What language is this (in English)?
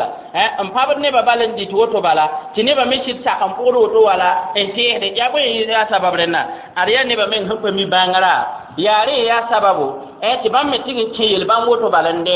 Mossi